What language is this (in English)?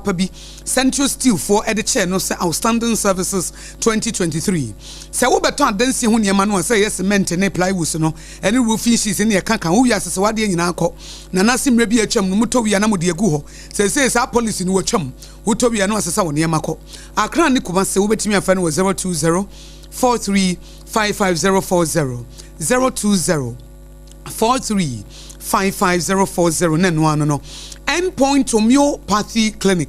Akan